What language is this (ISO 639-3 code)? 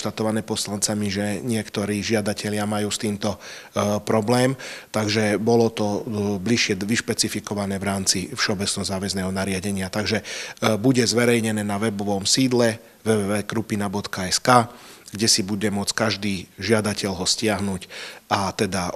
slk